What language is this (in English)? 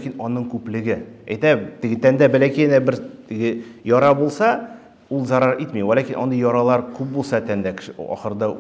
Tatar